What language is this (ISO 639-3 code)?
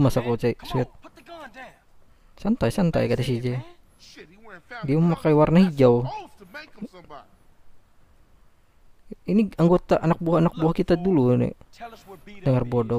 ind